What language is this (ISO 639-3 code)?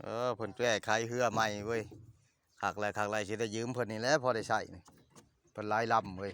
lao